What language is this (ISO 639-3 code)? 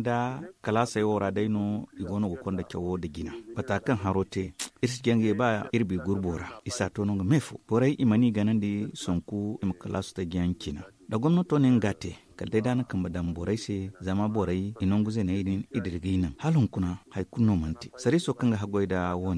dje